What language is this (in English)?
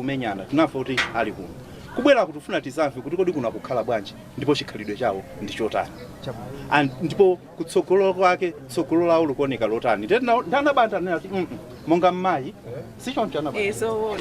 Nyanja